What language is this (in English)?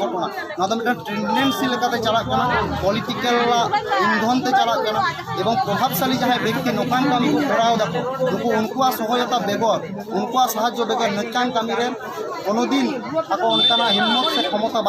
Santali